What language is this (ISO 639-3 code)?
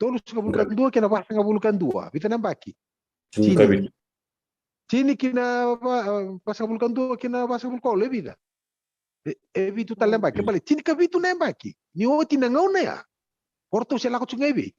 fij